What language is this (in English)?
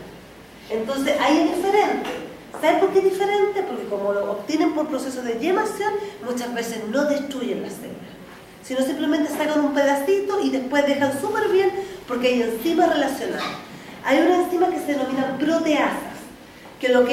Spanish